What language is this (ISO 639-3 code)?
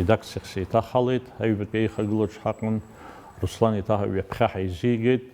abk